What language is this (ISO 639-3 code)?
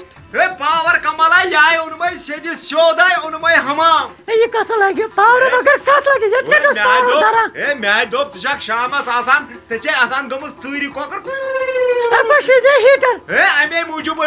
kas